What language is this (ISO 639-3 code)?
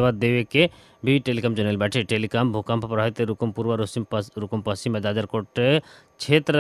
bho